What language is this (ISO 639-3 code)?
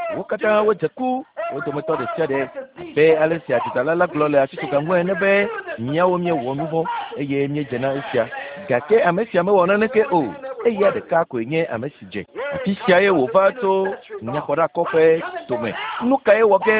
ewe